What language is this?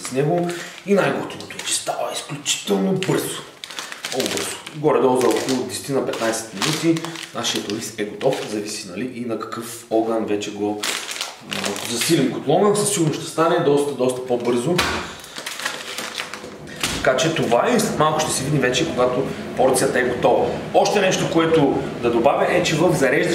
Bulgarian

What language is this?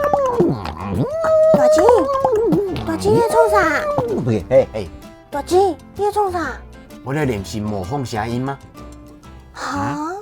Min Nan Chinese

